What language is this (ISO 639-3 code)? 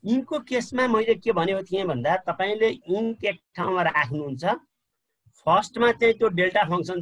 nep